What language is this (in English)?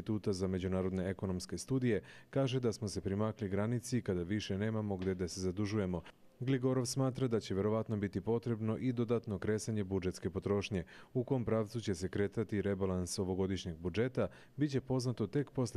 Serbian